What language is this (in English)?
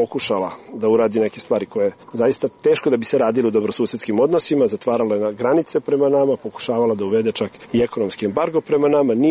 Serbian